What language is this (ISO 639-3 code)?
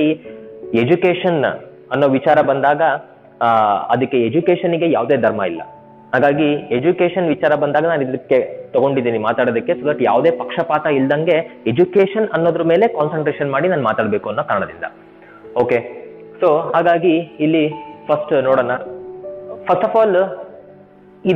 kan